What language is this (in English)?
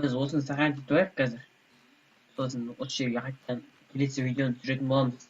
Kazakh